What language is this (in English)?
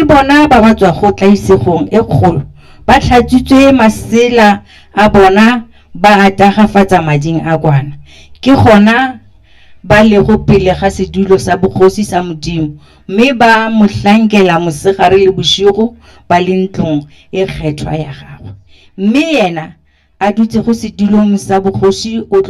Northern Sotho